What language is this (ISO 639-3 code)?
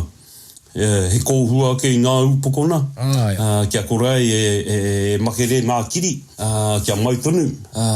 mri